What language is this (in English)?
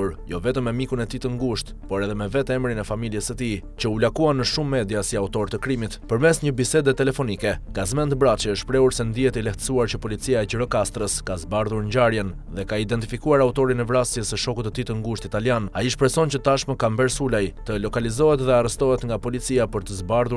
Albanian